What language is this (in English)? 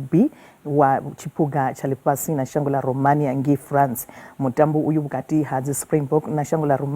Venda